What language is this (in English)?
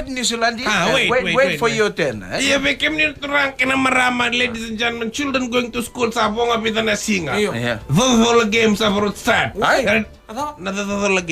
Fijian